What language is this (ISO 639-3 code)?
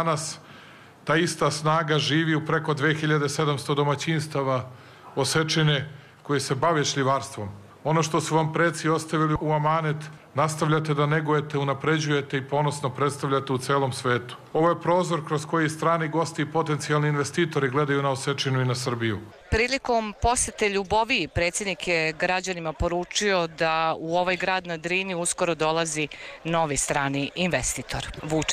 srp